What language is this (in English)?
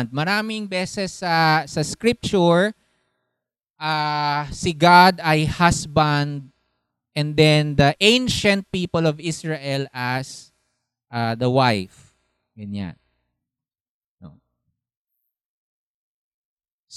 Filipino